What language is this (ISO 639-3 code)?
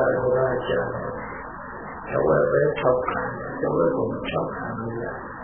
mya